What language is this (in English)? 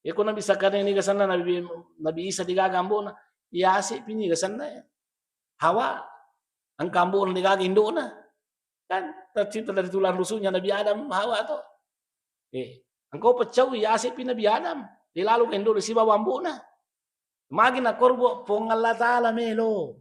Buginese